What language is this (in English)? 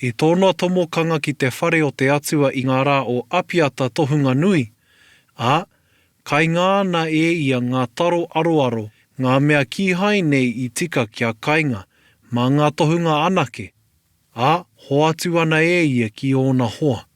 Māori